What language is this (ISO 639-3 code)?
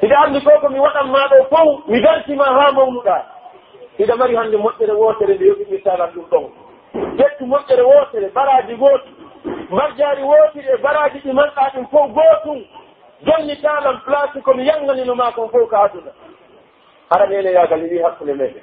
fuf